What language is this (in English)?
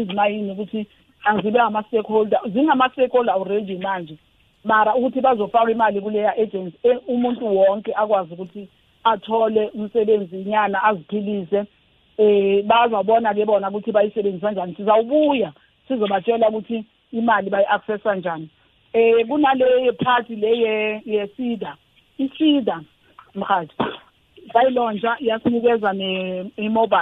South Ndebele